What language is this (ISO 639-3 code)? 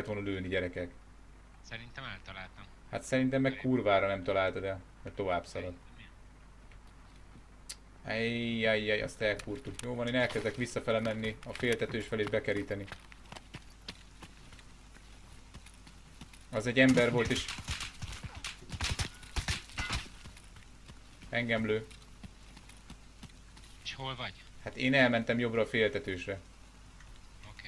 hun